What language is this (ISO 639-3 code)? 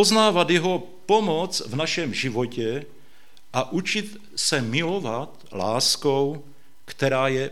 ces